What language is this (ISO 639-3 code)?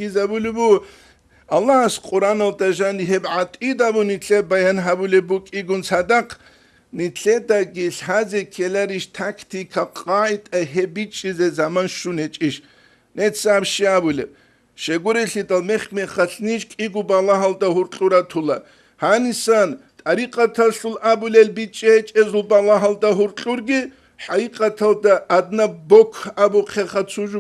ava